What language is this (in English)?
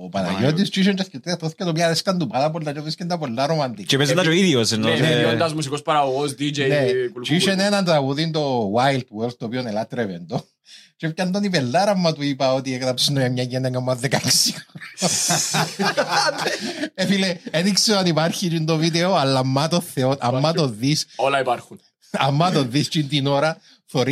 Greek